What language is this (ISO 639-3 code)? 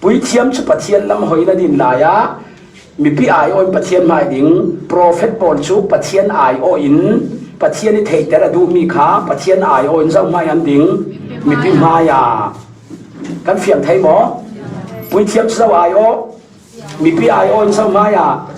cfm